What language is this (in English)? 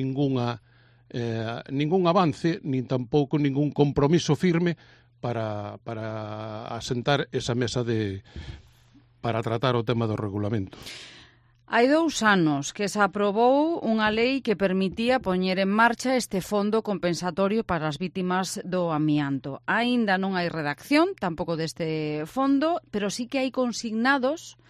Galician